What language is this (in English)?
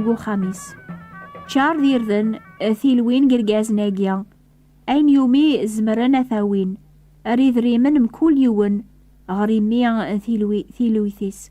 Kabyle